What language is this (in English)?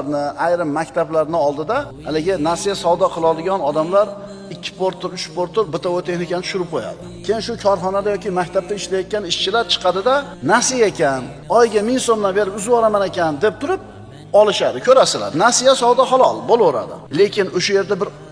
Uzbek